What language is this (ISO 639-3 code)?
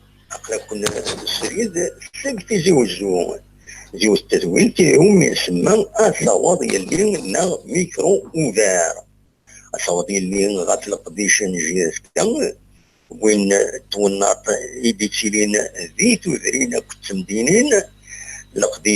kab